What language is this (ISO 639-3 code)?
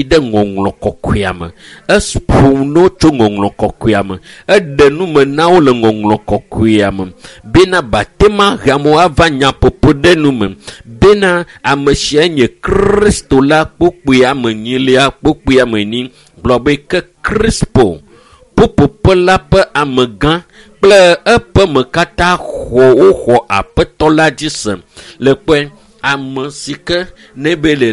ewe